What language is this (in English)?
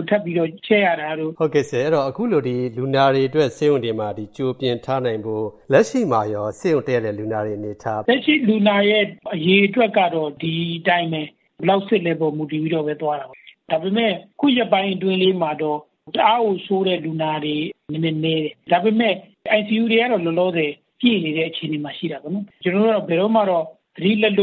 Burmese